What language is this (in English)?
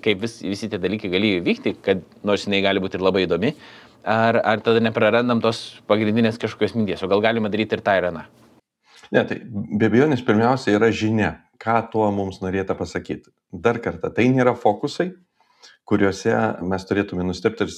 Lithuanian